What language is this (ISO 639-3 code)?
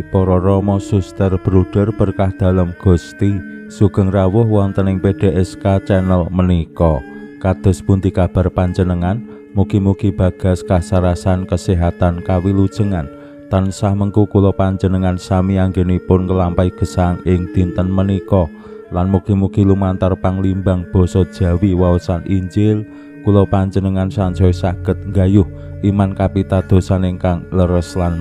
jav